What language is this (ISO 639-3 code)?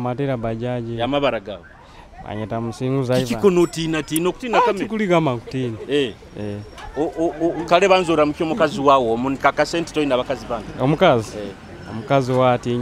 nyo